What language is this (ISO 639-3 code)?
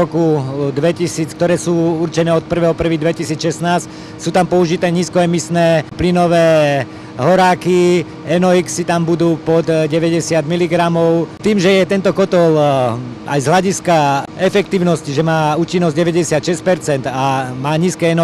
slk